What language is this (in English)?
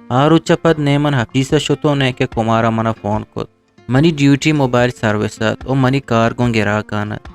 Eastern Balochi